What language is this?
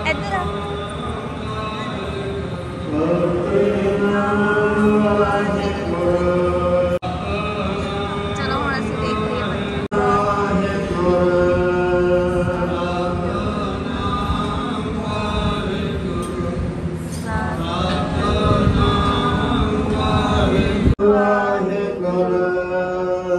Punjabi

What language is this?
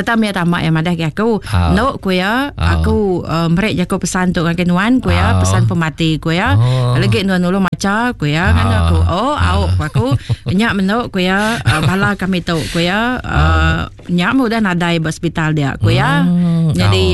Iban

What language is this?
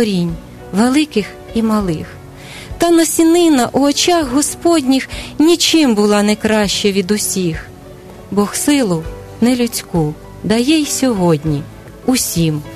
Ukrainian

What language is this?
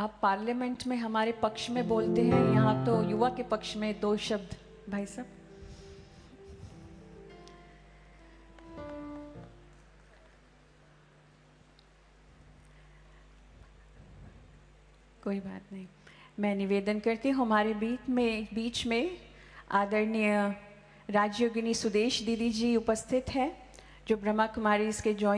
Hindi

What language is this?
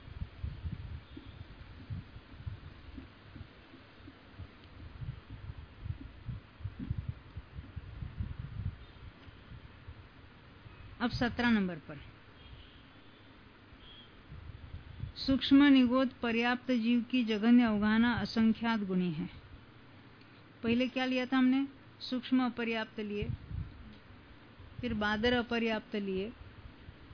Hindi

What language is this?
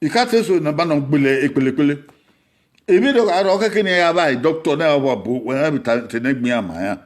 Bini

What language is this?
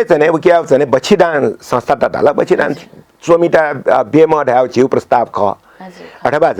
Newari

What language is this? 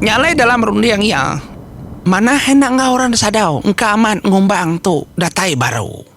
Iban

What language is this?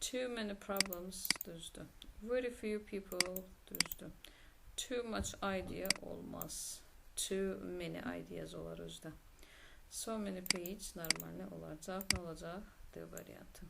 Azerbaijani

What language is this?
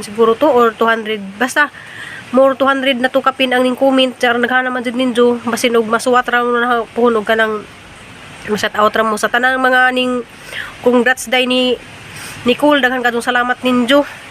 Cebuano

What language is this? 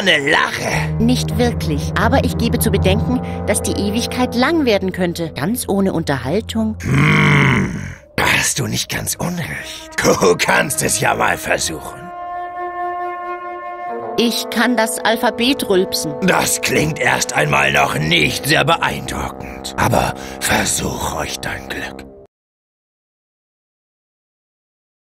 German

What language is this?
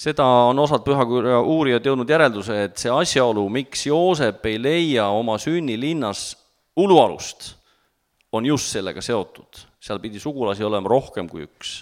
Estonian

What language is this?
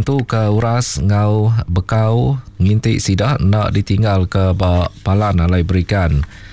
Iban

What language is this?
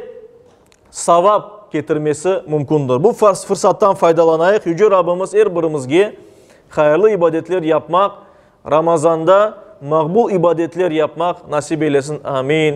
Crimean Tatar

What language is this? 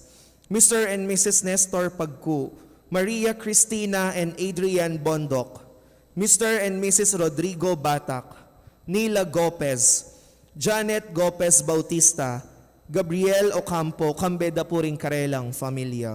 Pampanga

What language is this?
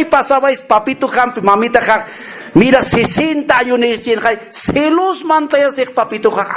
Aymara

